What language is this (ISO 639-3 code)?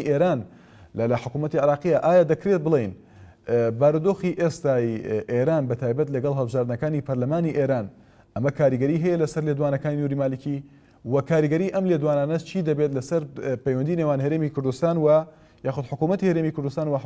ckb